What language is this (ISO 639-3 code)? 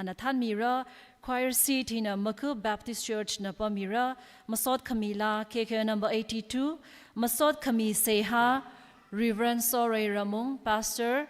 nmf